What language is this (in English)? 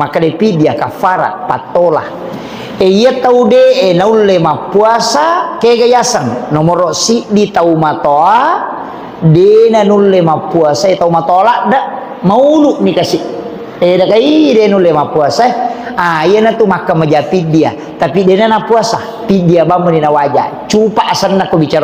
Buginese